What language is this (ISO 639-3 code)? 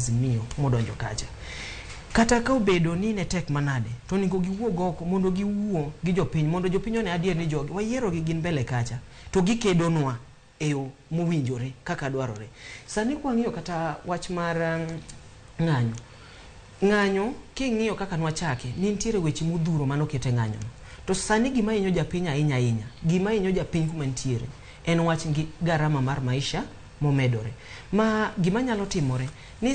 luo